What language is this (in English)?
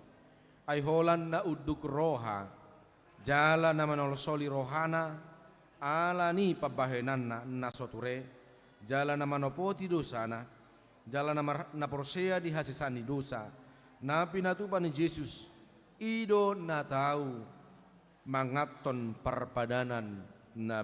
Batak Toba